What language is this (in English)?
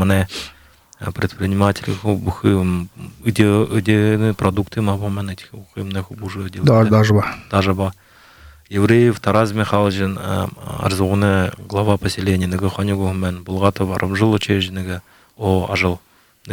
Buriat